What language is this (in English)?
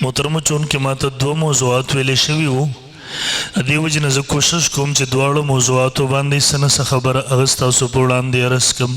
Pashto